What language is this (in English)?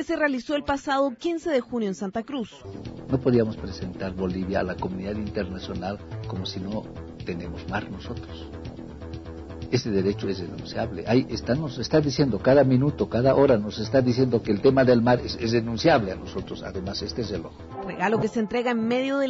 Spanish